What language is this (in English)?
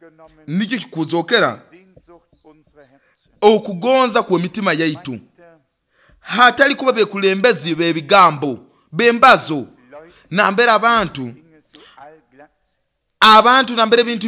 Nyoro